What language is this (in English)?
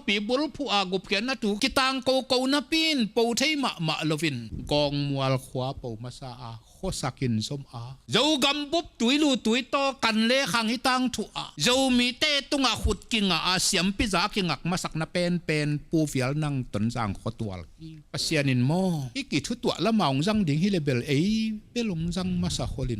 Tedim Chin